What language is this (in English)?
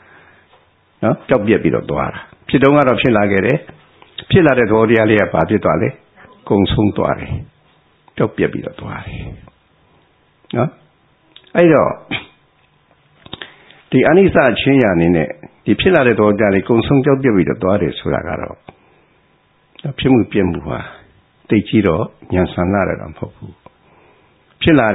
Burmese